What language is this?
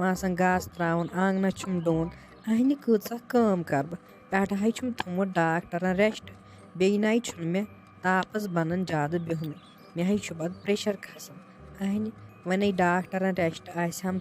Kashmiri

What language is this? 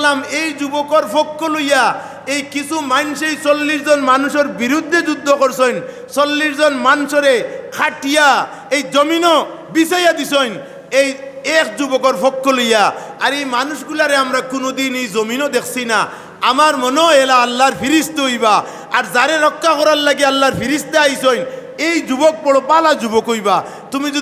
Sylheti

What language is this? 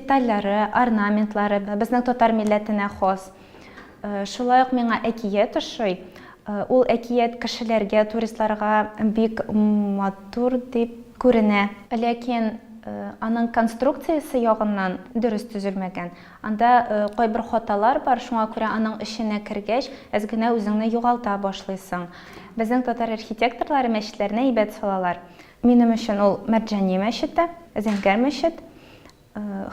Tatar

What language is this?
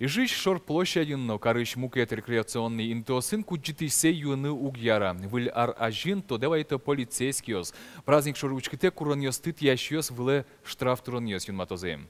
Udmurt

